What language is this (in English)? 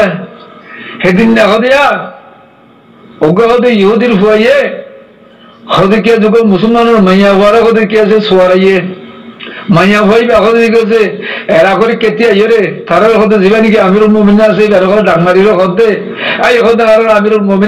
Rohingya